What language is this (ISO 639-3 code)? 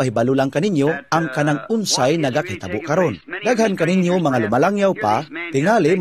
ceb